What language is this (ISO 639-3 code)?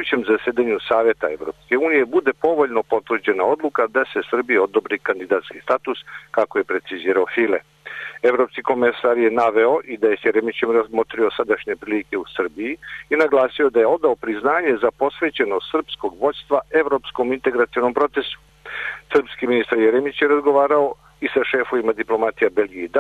srp